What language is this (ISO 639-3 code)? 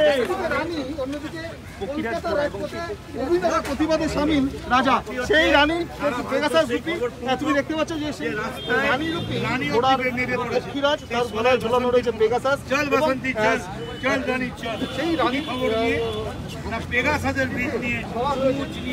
ben